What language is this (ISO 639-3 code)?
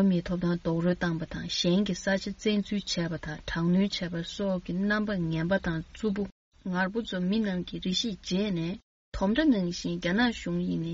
bod